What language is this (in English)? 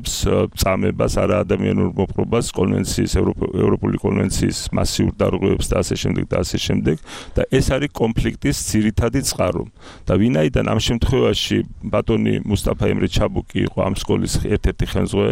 Georgian